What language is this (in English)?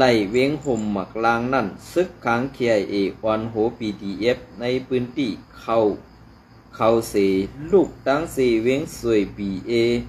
Shan